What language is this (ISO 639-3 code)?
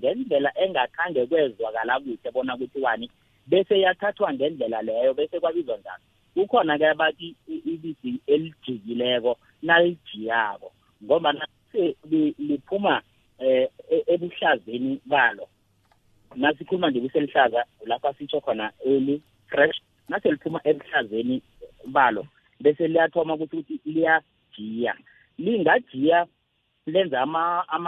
nbl